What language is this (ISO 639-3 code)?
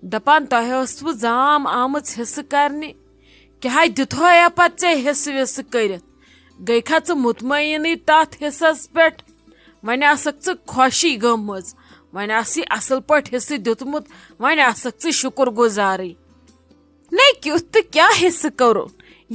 kas